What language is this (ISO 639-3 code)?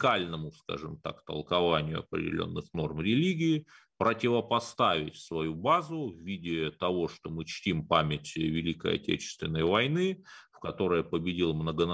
rus